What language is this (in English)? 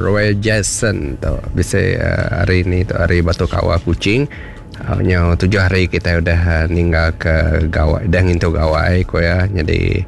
Iban